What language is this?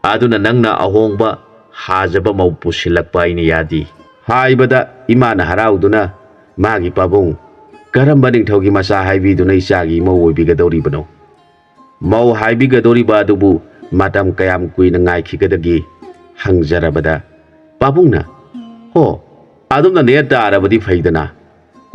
Manipuri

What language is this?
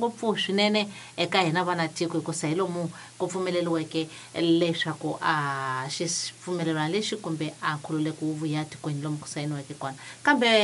Tsonga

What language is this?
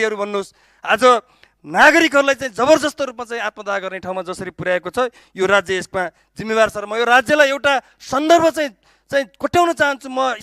Nepali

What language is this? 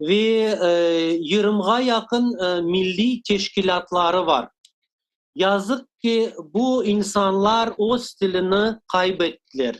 Crimean Tatar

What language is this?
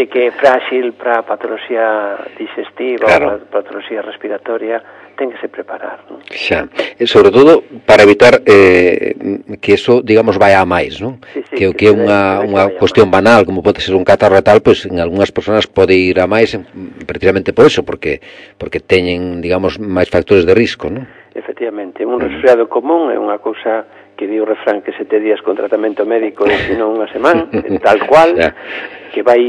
Galician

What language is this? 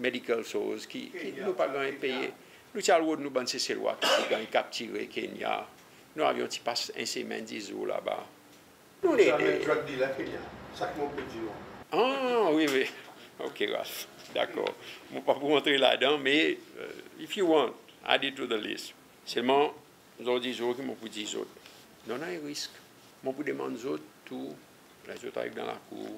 Seselwa Creole French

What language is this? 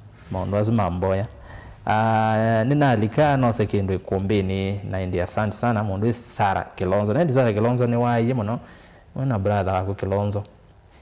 Kamba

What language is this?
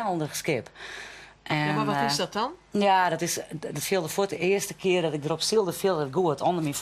Western Frisian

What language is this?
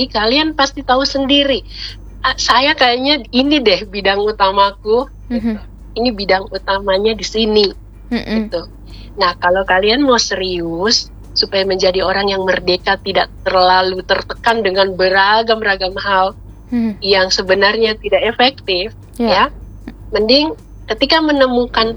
Indonesian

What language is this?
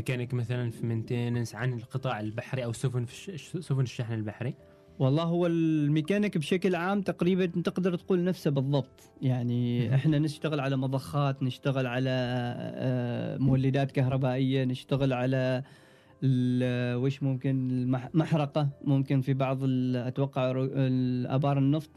Gulf Arabic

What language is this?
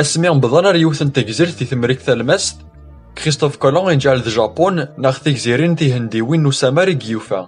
Kabyle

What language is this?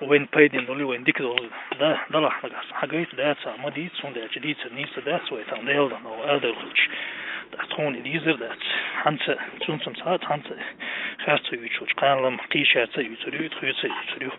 Chechen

